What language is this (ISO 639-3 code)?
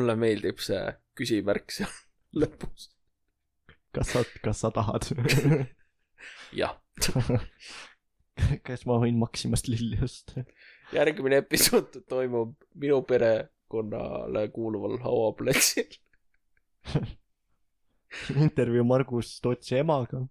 est